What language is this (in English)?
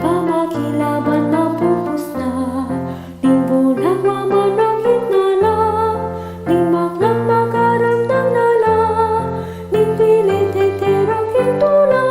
Pampanga